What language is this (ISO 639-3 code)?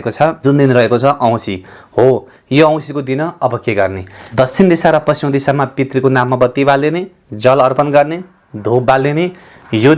nep